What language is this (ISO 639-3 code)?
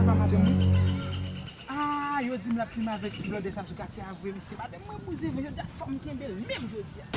hat